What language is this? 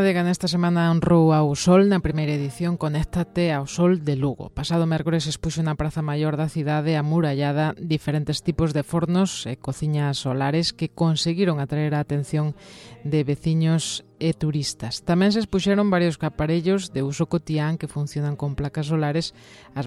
Galician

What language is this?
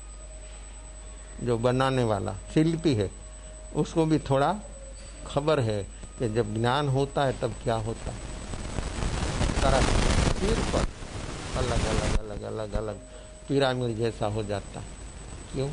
Hindi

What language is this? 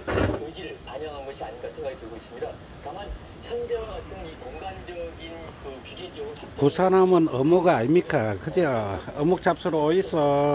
Korean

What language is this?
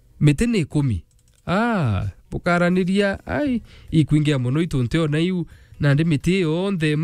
Meru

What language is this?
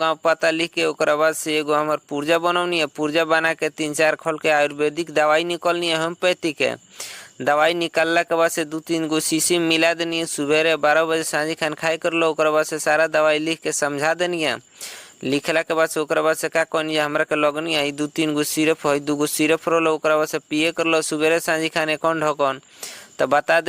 Bhojpuri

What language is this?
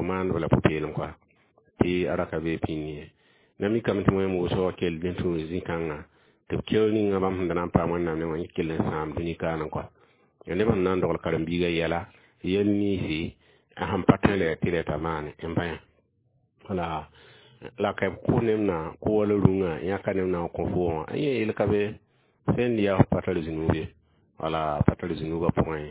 Mossi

